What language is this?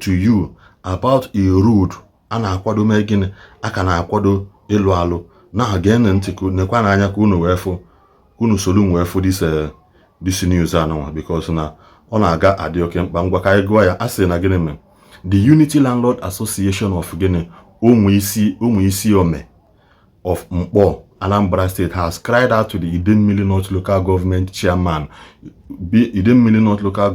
Igbo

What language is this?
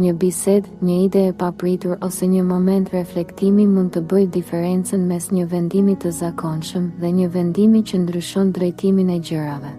Albanian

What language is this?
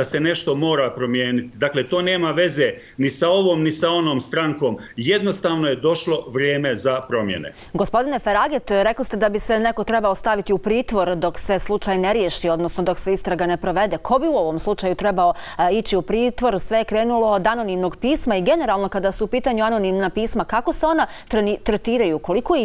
Croatian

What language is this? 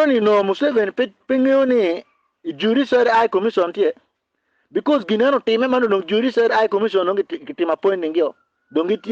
Acoli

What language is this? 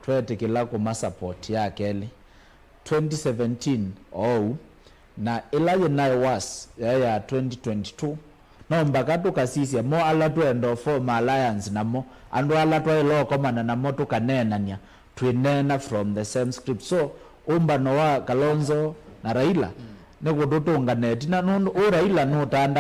Kamba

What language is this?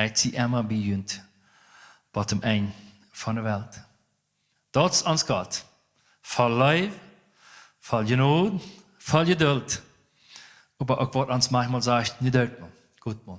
Plautdietsch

